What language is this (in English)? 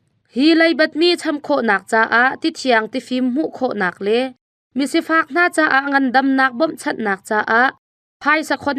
Hakha Chin